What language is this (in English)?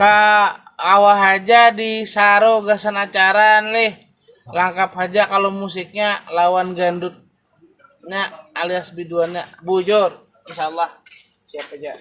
Banjar